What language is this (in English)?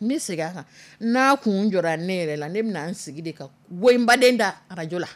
Dyula